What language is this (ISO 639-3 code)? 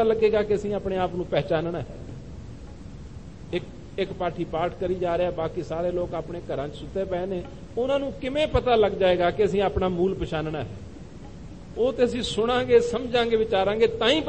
pan